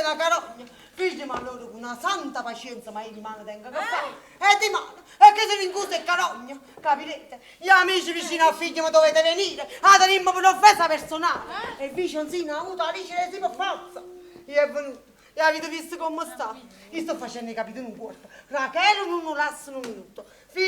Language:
Neapolitan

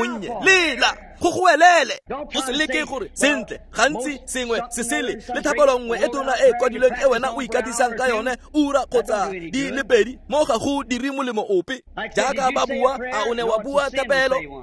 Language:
Tswana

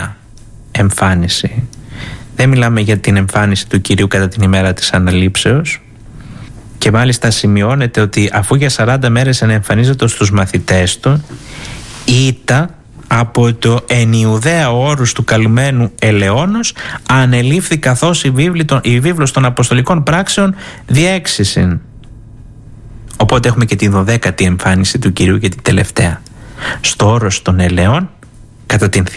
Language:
Greek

